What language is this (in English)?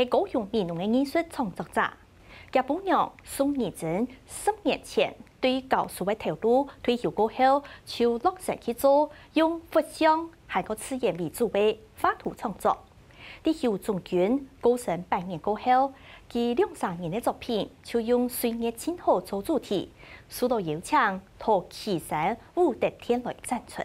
Hakka Chinese